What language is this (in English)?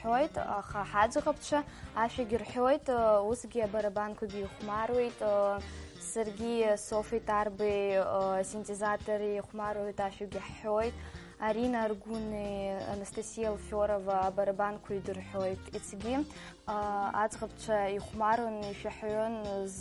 Abkhazian